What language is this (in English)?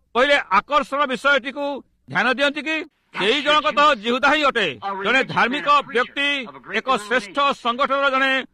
Odia